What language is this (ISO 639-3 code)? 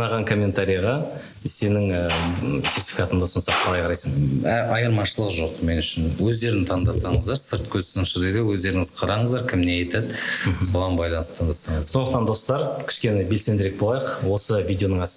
kaz